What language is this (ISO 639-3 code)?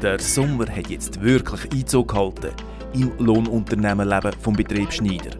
gsw